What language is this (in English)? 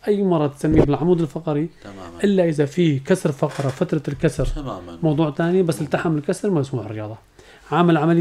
North Levantine Arabic